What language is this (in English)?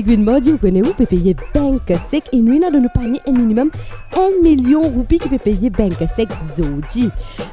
Morisyen